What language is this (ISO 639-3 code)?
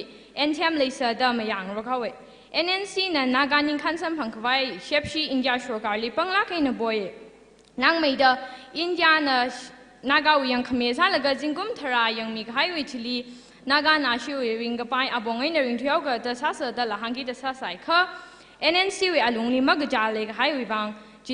nmf